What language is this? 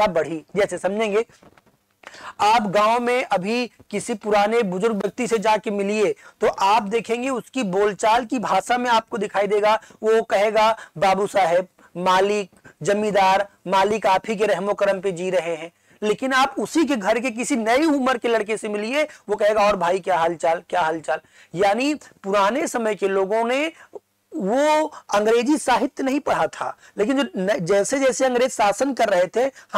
Hindi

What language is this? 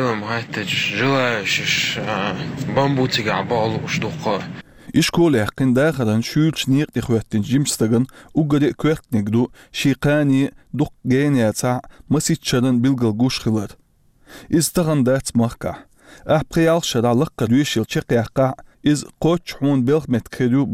Chechen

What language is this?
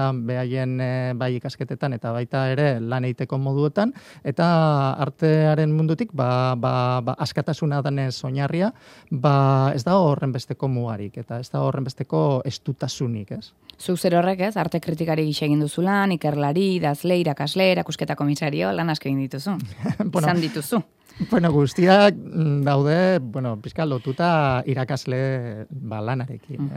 Basque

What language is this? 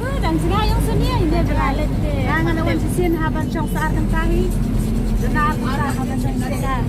Khasi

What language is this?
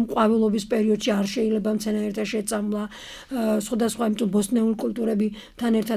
Georgian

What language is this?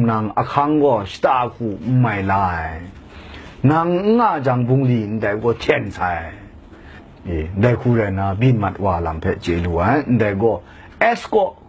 Kachin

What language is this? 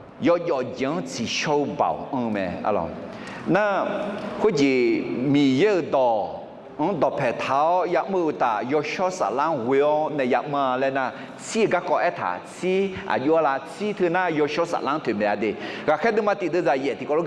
Akha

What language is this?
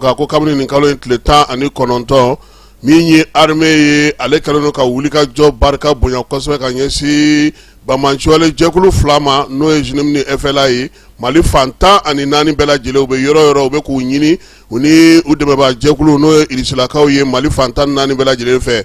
Bambara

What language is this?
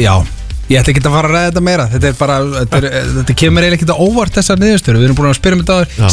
Icelandic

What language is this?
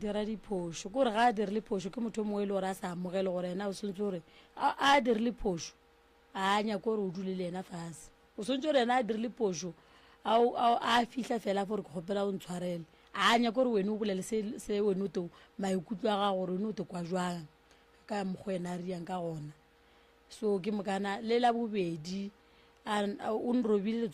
Northern Sotho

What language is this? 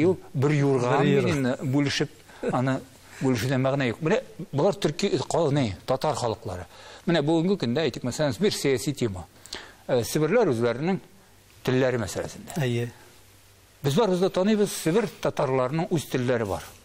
Tatar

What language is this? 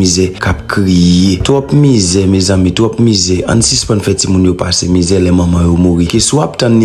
Haitian Creole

